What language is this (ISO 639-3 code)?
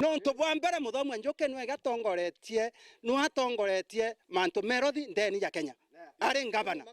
mer